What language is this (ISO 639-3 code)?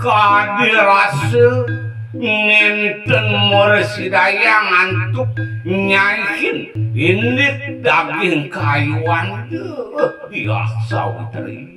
ban